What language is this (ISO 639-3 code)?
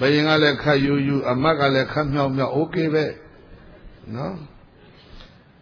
mya